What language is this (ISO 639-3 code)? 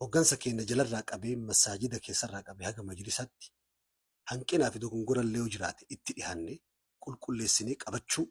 orm